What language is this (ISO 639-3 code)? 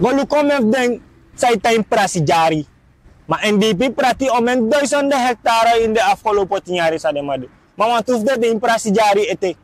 srn